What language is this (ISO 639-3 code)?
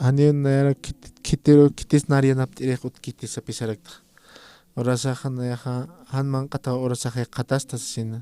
aym